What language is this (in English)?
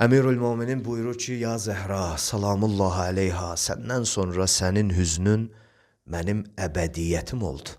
Azerbaijani